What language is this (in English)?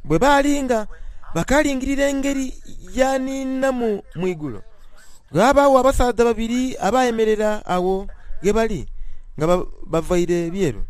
Soga